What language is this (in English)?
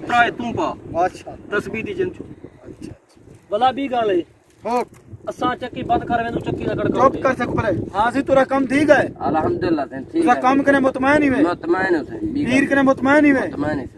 Saraiki